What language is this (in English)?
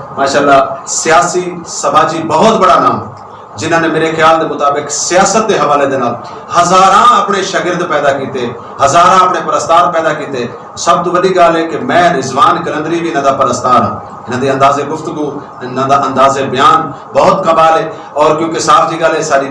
Saraiki